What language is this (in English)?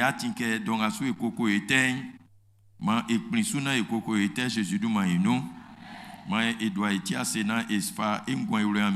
Baoulé